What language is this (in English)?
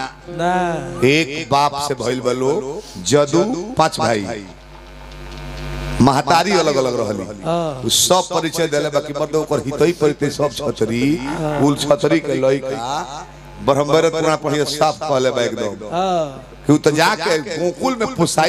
Bhojpuri